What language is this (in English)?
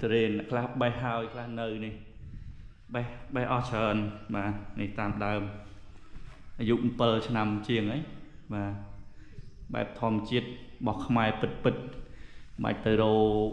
Khmer